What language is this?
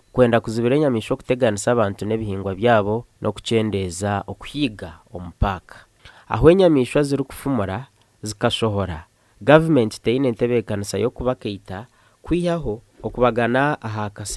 Nyankole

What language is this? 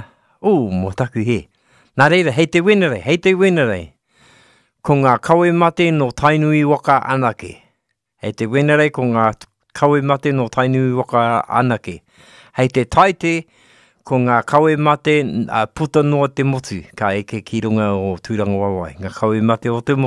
Māori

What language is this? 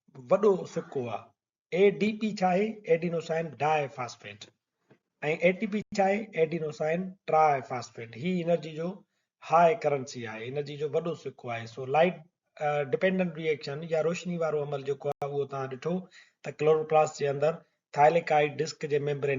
Sindhi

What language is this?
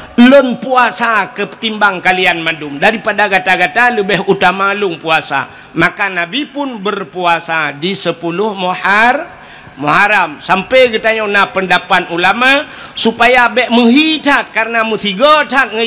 Achinese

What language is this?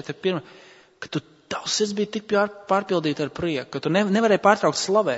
Latvian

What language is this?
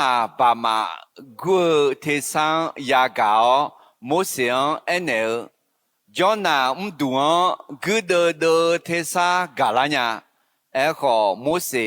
Akha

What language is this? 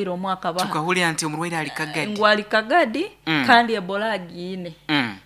Nyoro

